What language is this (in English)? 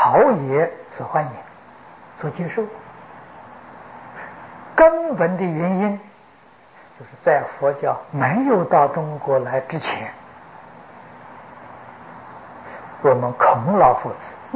Chinese